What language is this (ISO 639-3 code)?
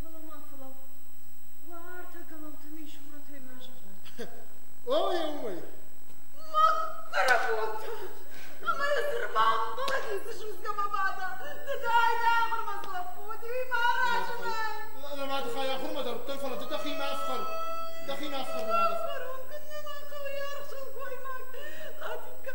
oss